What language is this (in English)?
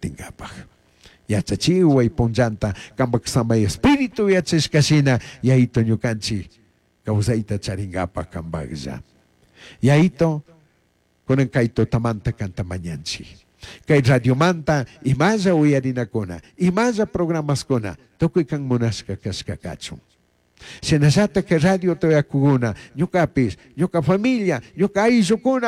Chimborazo Highland Quichua